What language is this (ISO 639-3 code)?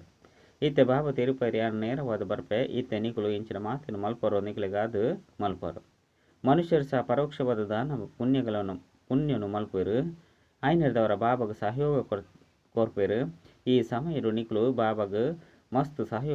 tcy